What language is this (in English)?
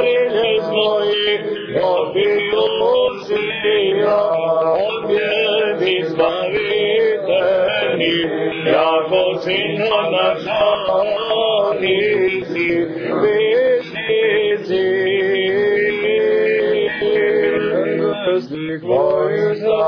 Serbian